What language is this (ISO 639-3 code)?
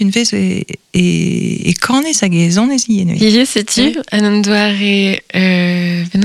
bre